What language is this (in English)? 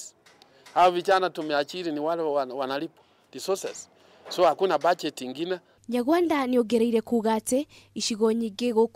Kikuyu